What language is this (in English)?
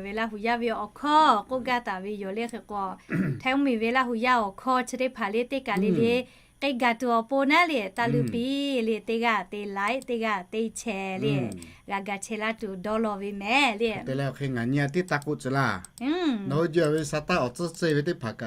Lahu